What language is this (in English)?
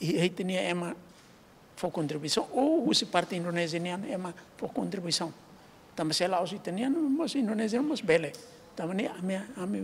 Tetum